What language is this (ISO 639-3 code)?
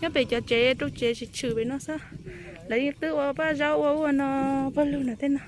hmn